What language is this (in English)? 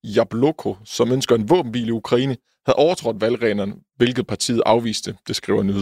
Danish